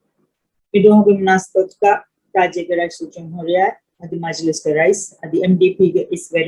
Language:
Divehi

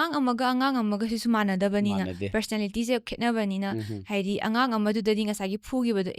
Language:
Manipuri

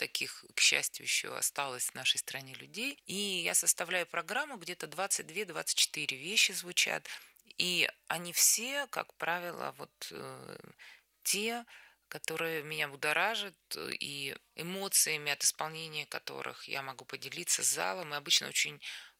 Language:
Russian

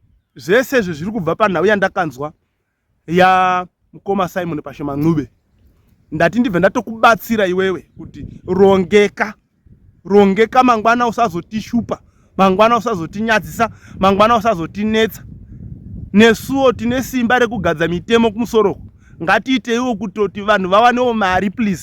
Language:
Shona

